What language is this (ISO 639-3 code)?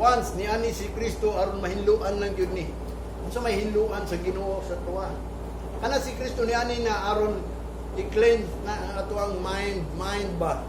ceb